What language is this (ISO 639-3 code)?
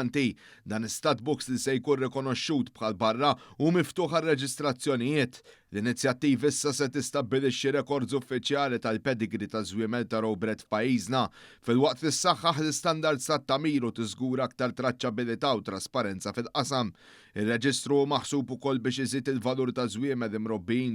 mlt